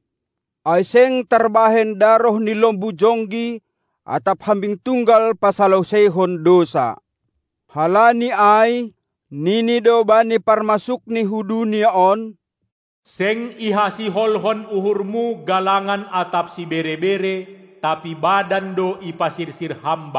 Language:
Batak Simalungun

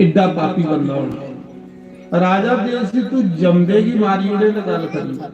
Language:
Dogri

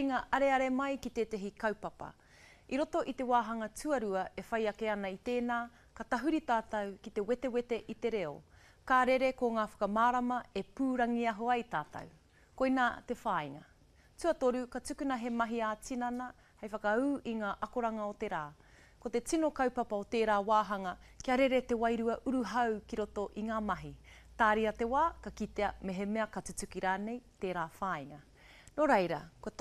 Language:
Māori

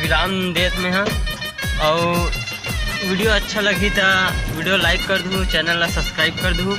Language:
Chhattisgarhi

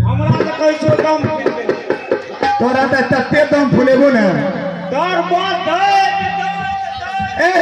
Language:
Maithili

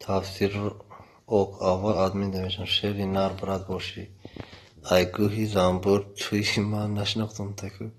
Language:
Tajik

